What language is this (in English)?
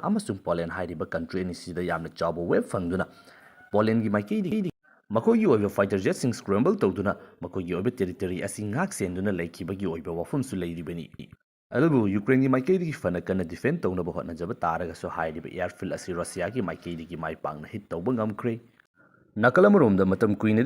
Manipuri